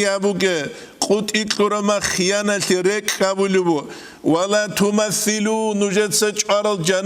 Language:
Avaric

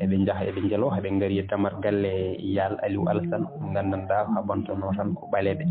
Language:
Fula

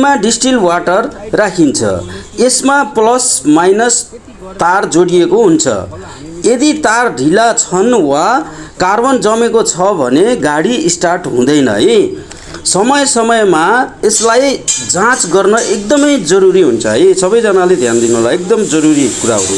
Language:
Nepali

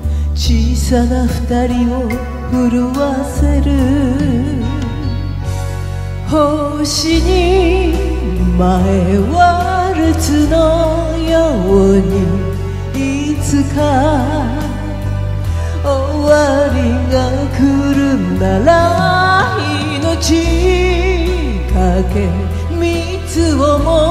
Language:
Japanese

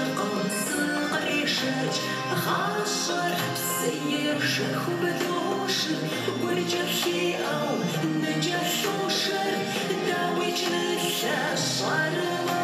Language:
Kabardian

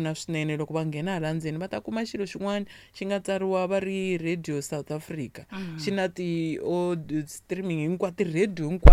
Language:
Tsonga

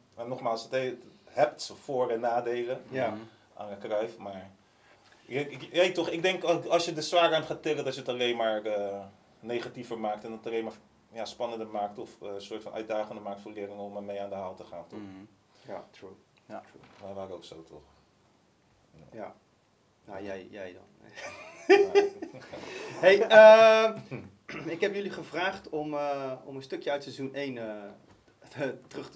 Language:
Dutch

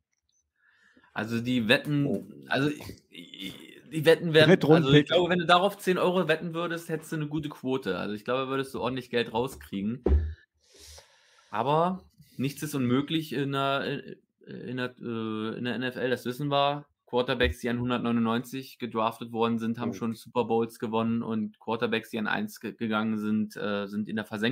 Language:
German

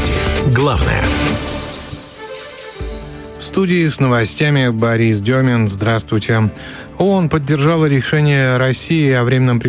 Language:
Russian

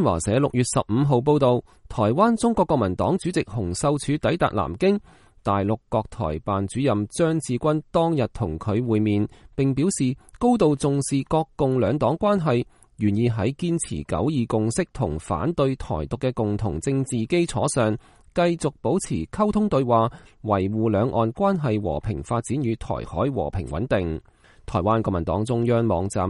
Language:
Cantonese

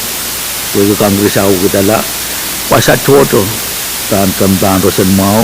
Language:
Pohnpeian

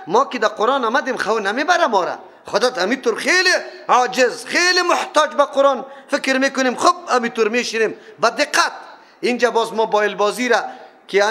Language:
Persian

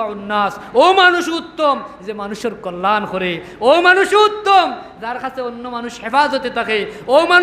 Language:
Sylheti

